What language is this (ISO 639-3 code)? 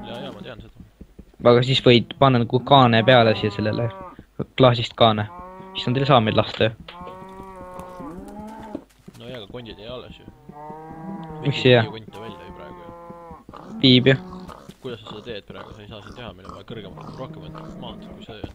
est